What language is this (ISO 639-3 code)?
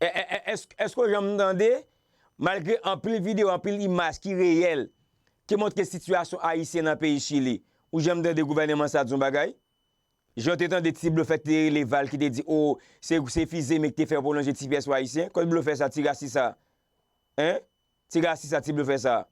hat